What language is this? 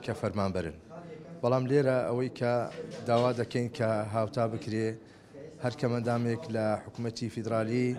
Central Kurdish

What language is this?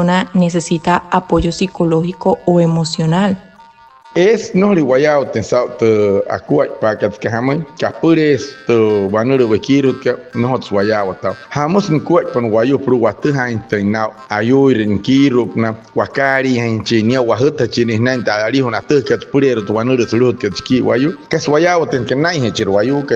Wayuu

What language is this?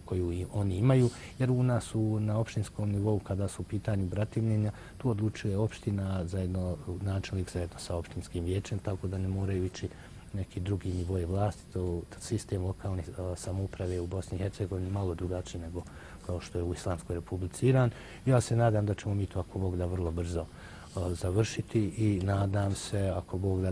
Bosnian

